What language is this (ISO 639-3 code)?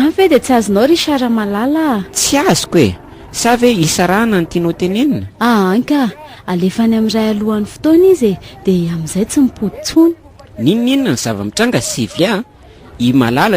mlg